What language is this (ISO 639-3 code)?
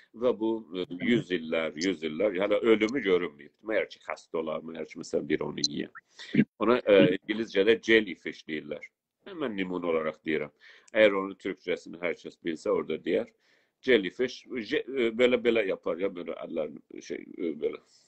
azb